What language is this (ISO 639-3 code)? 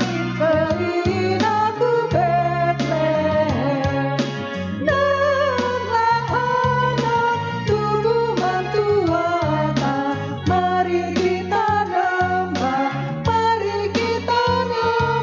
btx